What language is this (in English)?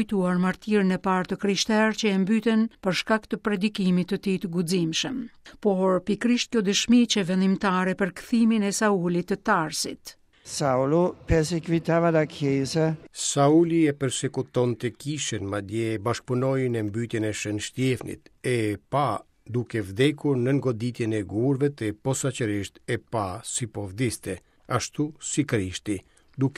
Albanian